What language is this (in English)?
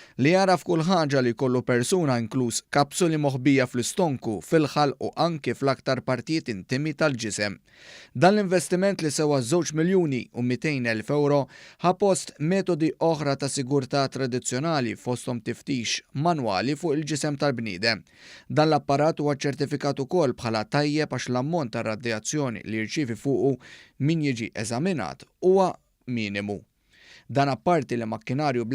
Maltese